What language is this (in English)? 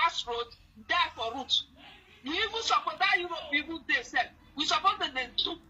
Nigerian Pidgin